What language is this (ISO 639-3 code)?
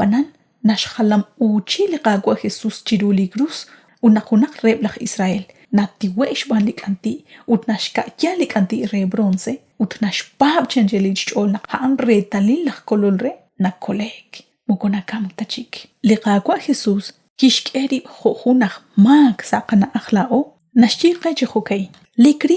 kek